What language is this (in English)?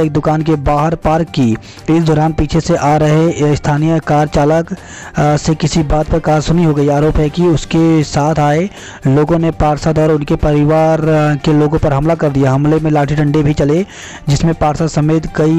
Hindi